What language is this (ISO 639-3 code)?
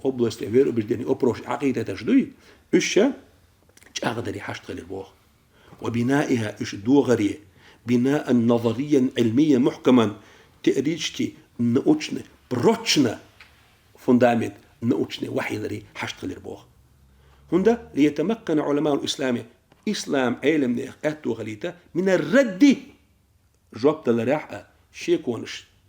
che